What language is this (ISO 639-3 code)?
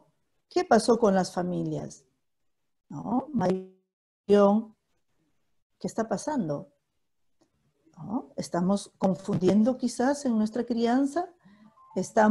spa